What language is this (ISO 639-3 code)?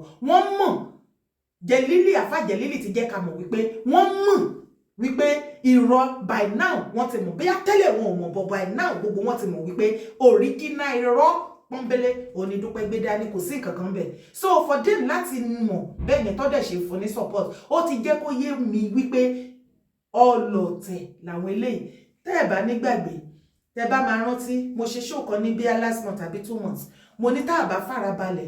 yor